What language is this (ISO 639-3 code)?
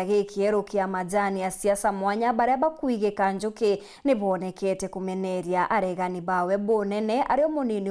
mer